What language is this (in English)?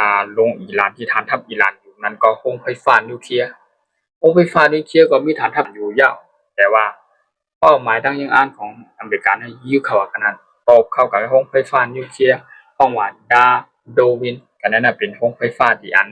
Shan